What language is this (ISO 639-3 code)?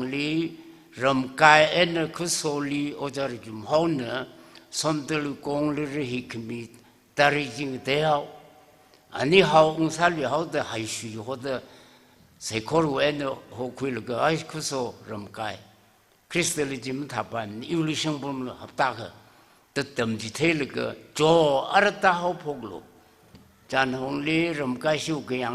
nmf